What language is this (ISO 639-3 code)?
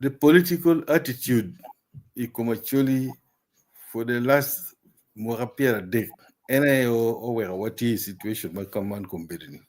ach